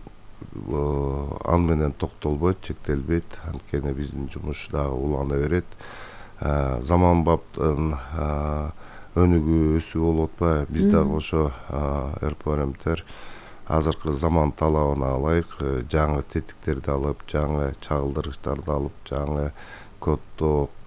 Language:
Kyrgyz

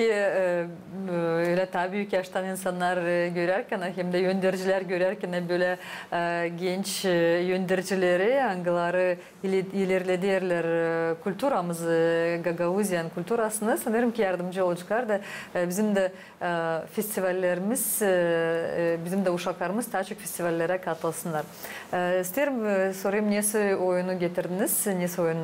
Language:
Gagauz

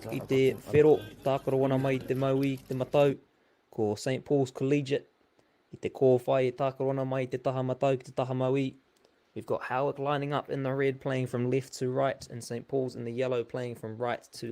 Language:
Māori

